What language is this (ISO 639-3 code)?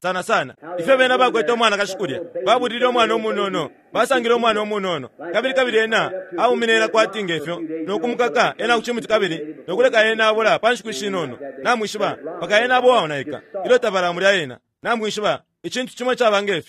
bem